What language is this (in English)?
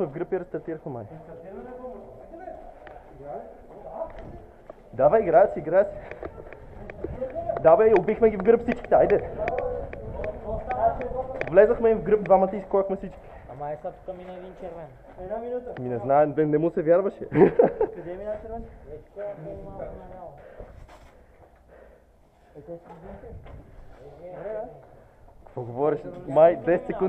Bulgarian